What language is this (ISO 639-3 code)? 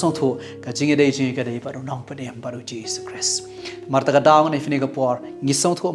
kha